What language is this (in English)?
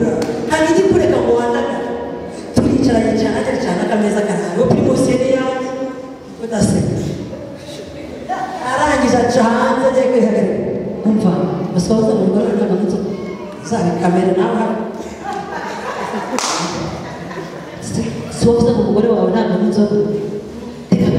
Kinyarwanda